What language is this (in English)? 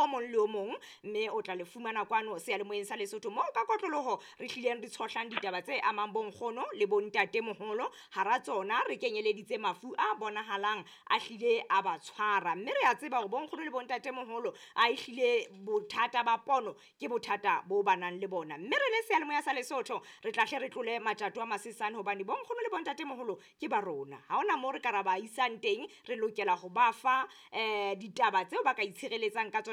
Southern Sotho